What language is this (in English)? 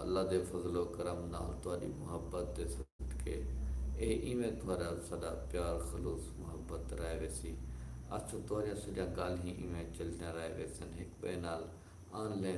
Saraiki